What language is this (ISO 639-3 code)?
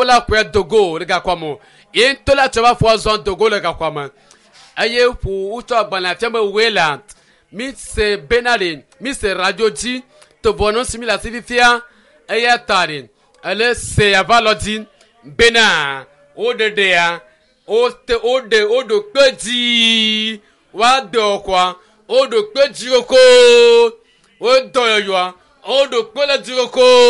ewe